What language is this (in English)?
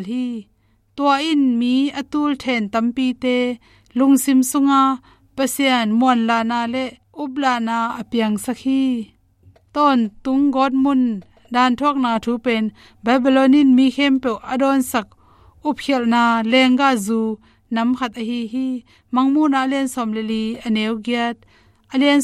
Tedim Chin